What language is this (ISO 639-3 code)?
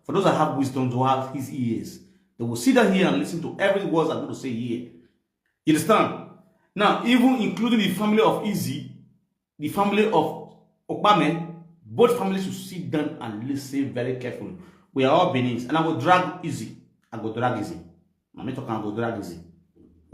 pcm